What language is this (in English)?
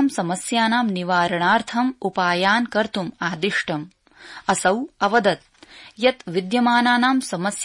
Sanskrit